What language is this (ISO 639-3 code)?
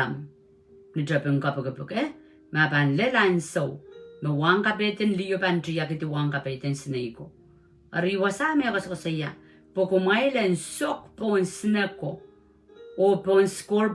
pon